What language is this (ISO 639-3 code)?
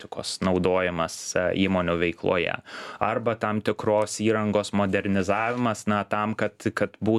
lit